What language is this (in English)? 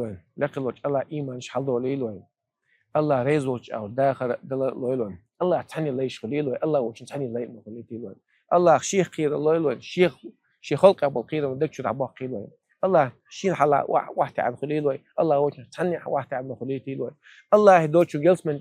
Chechen